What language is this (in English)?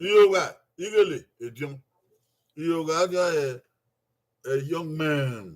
Bini